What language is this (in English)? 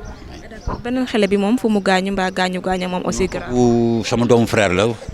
Wolof